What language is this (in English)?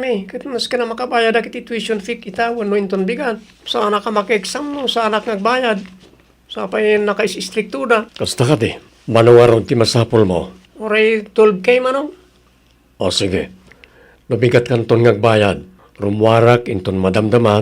Iloko